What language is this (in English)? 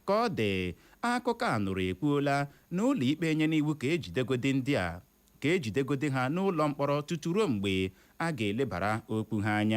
Igbo